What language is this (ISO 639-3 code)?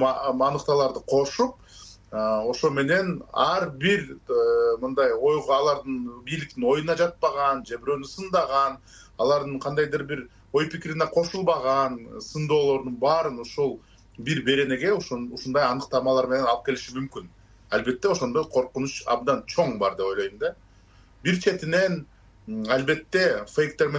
kir